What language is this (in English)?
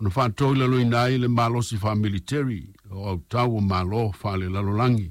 Samoan